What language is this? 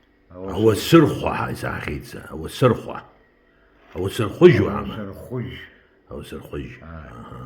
Abkhazian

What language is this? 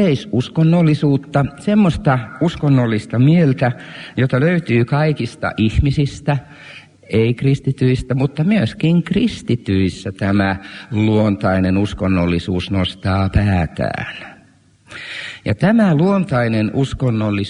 Finnish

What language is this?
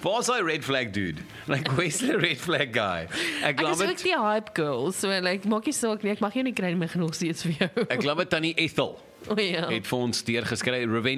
Afrikaans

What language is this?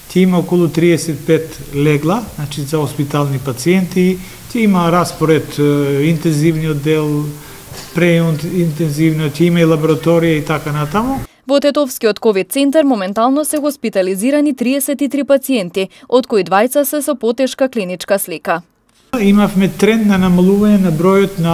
Macedonian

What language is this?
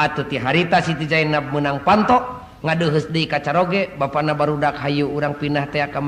Sundanese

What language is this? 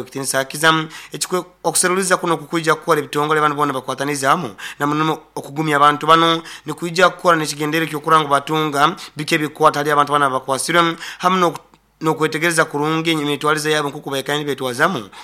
Nyoro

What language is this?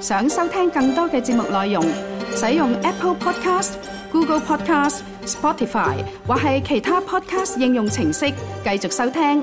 Cantonese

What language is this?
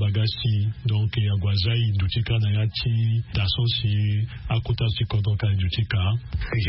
Sango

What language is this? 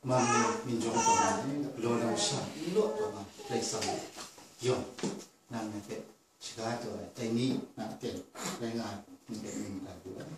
Kachin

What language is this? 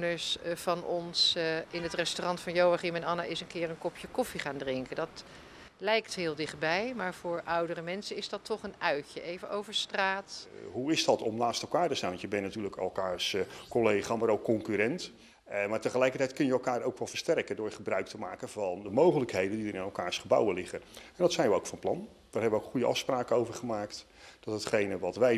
Dutch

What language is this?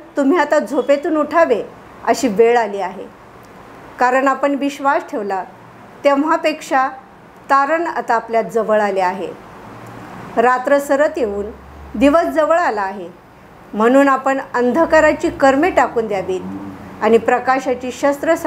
Marathi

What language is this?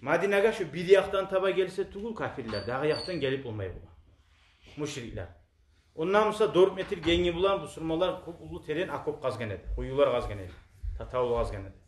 Kumyk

